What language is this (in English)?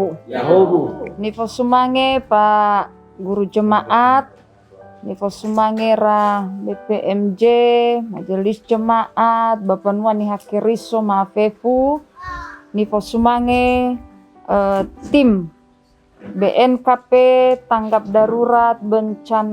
Nias